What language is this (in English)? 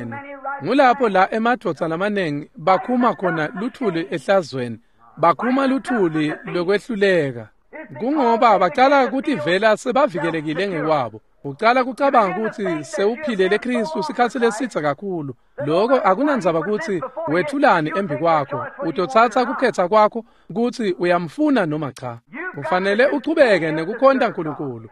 Swati